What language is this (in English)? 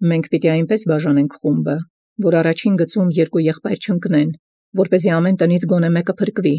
Armenian